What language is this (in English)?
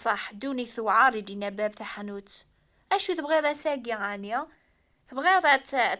Kabyle